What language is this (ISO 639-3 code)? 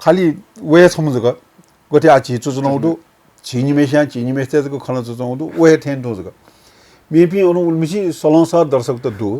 new